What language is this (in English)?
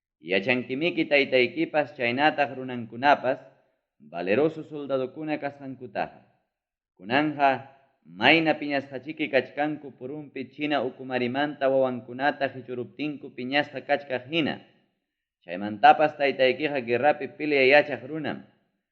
Ayacucho Quechua